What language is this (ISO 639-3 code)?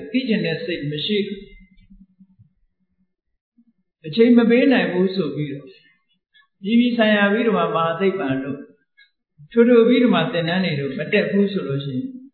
mya